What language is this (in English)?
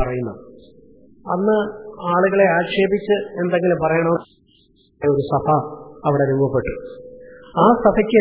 Malayalam